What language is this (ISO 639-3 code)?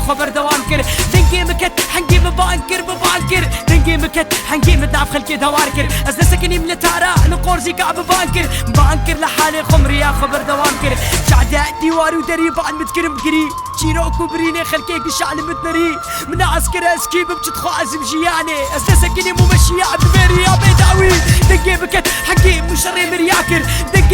kur